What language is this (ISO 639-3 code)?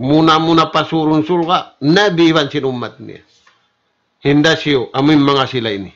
tsg